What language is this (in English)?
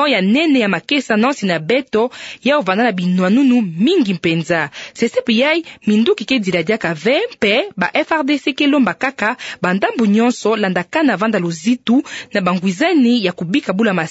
Kituba (Democratic Republic of Congo)